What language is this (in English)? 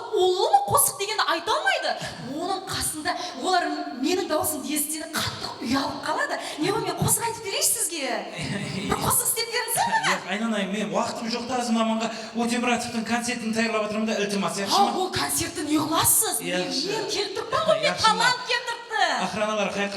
Kara-Kalpak